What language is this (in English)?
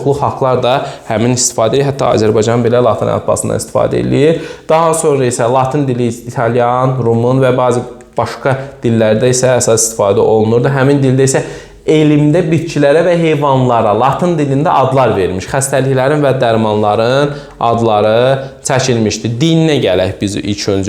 Azerbaijani